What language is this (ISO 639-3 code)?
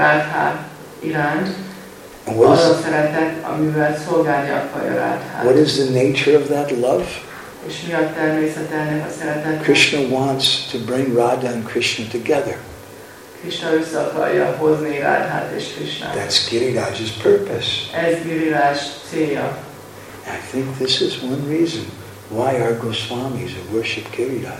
hun